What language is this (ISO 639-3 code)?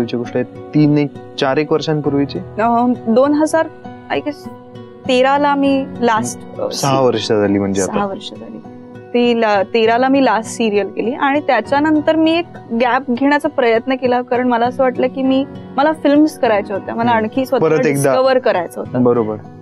mar